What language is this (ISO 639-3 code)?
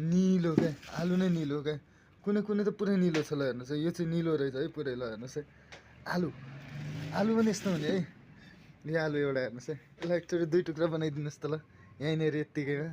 nep